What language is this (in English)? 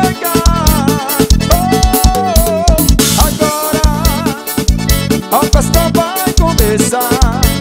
Portuguese